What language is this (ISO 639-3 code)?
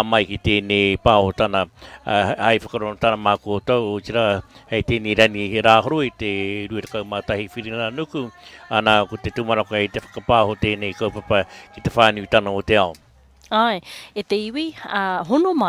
mri